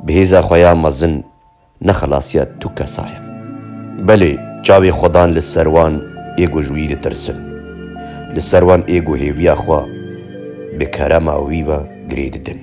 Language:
Kurdish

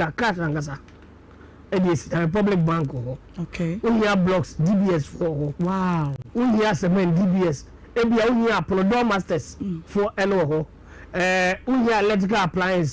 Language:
Akan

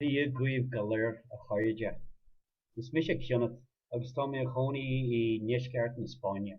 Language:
Irish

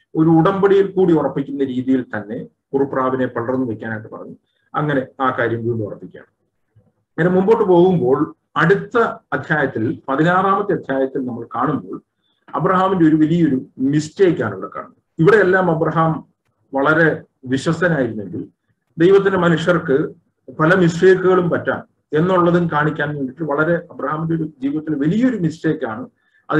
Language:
Malayalam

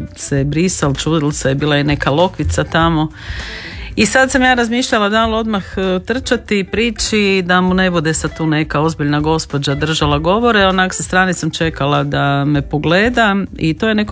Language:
Croatian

